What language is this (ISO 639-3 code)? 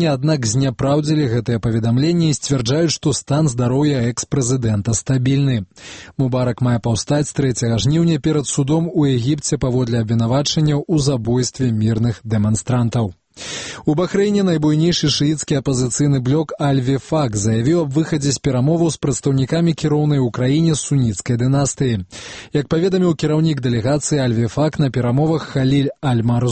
bel